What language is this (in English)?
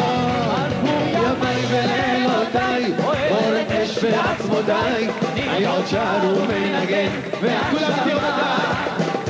Hebrew